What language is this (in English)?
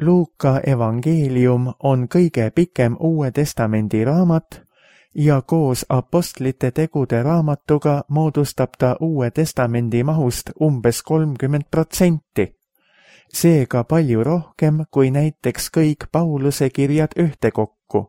Estonian